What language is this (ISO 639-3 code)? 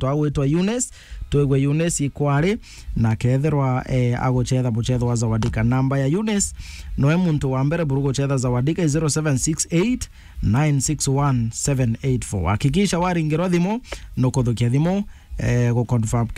mer